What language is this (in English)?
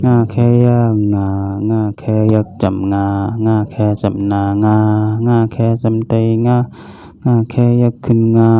Shan